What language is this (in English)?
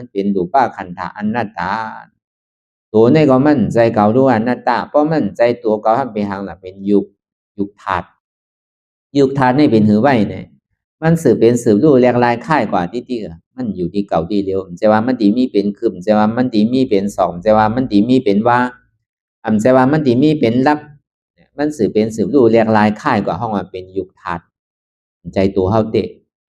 Shan